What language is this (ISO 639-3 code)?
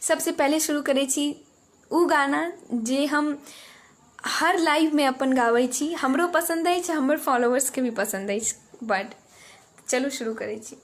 mai